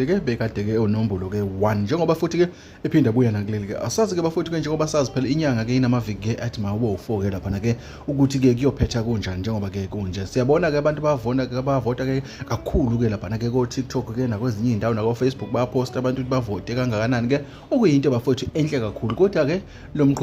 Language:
Zulu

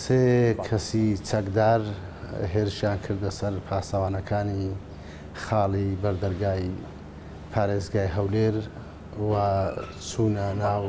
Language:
Central Kurdish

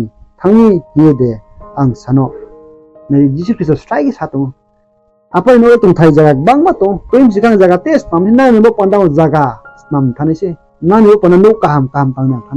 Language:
Riang (India)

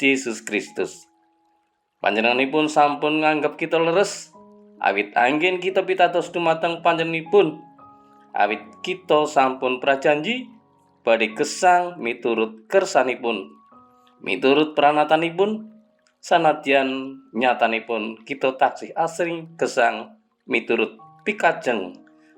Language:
Javanese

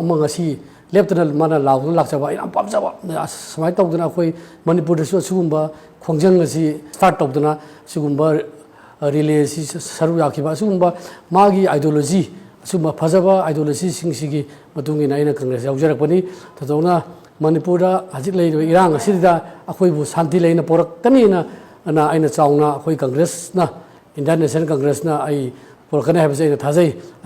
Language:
Manipuri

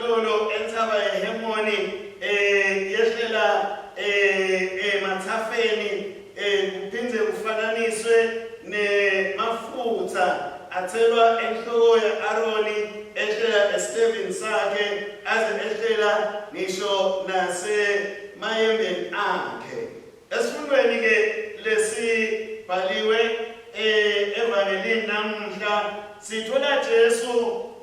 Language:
Swati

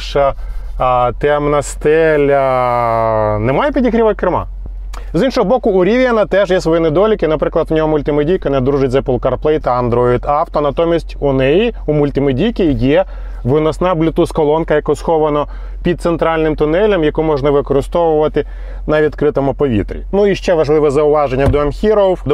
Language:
Ukrainian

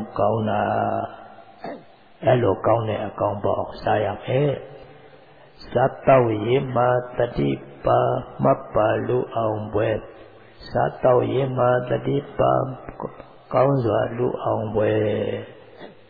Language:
Burmese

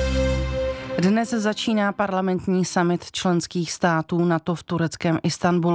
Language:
Czech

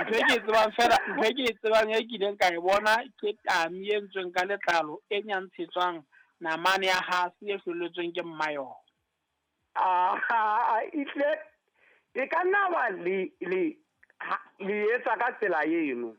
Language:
Southern Sotho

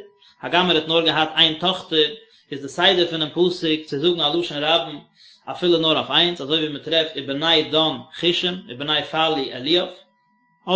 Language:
Yiddish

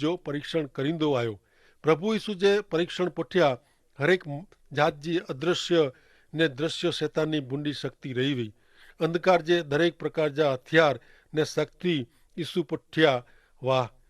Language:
Kachhi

